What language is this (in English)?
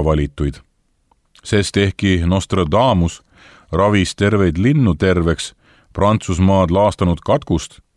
Estonian